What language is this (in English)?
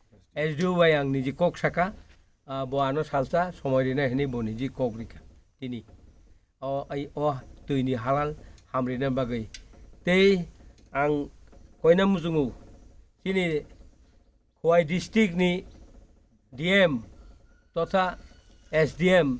Kok Borok